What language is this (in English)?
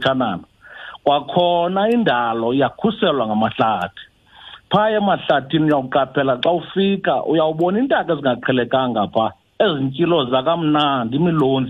Xhosa